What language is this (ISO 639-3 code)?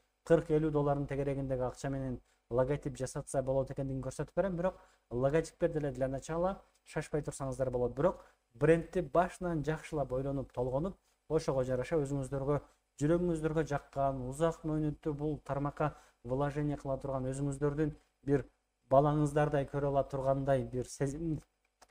kir